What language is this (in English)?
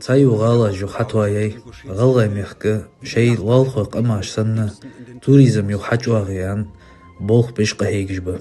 Ingush